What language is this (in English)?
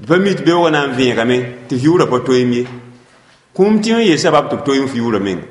Mossi